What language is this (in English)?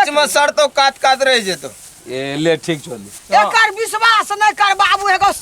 Maithili